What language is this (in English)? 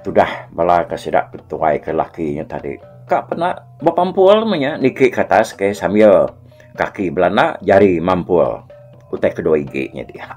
Iban